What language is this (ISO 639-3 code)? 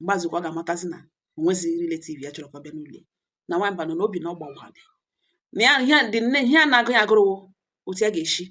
ibo